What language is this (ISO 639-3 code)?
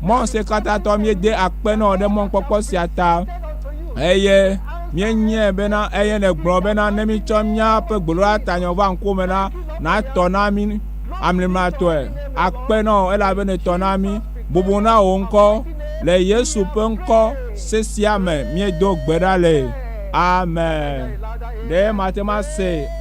ewe